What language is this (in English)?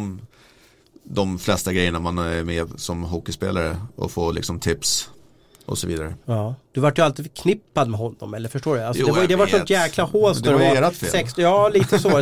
Swedish